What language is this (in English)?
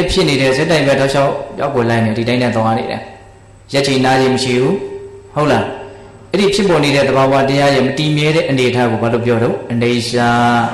Burmese